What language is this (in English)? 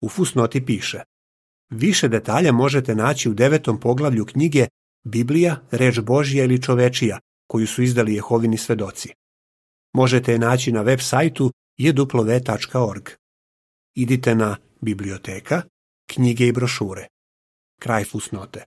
Serbian